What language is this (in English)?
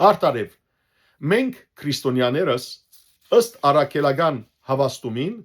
Western Armenian